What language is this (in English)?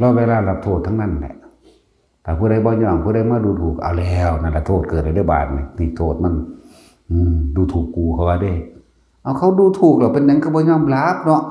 Northeastern Thai